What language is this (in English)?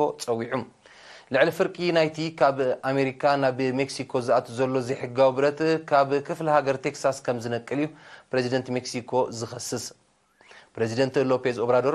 Tigrinya